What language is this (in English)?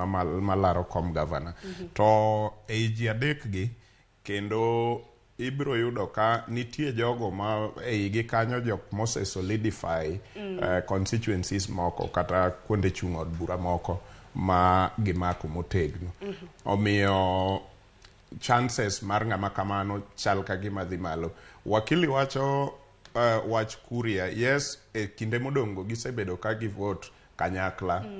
Luo (Kenya and Tanzania)